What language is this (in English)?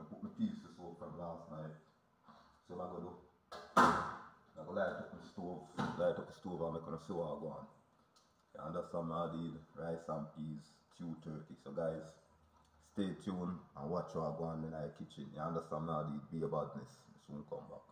Jamaican Creole English